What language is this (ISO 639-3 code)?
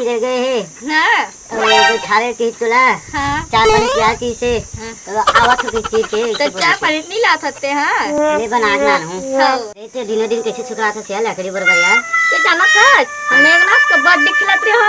hne